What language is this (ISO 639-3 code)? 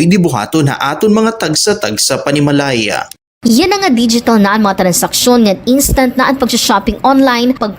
war